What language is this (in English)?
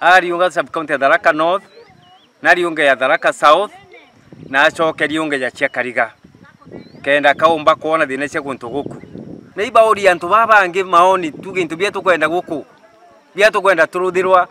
Meru